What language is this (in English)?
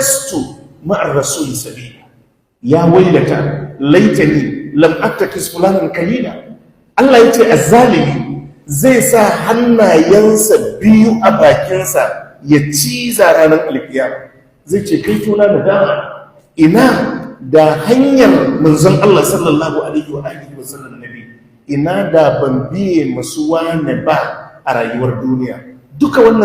Hausa